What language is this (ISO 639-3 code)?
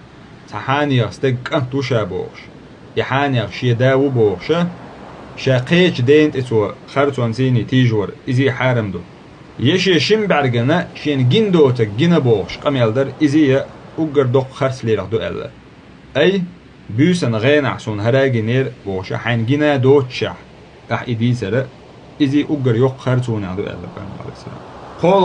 che